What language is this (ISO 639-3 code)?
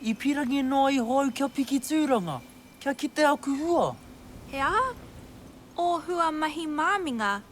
mri